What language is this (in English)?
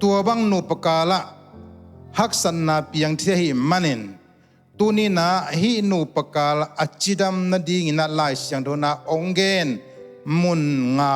Tedim Chin